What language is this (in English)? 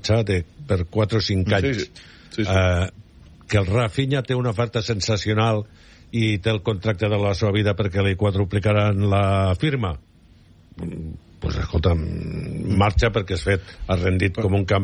Catalan